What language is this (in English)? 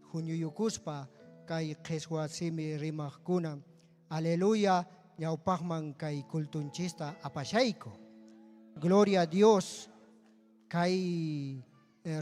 Ayacucho Quechua